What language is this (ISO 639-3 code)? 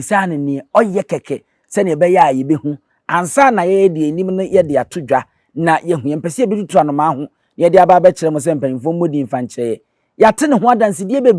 aka